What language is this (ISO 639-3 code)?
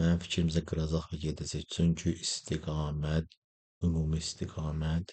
aze